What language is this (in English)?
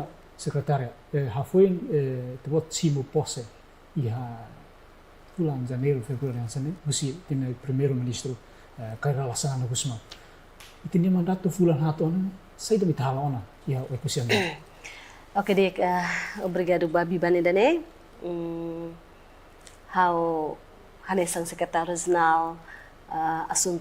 Tetum